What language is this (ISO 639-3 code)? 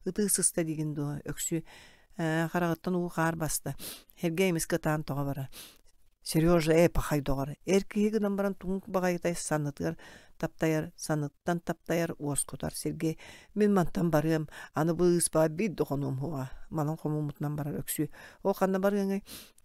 sah